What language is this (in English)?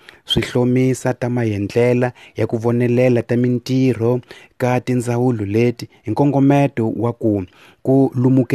Tsonga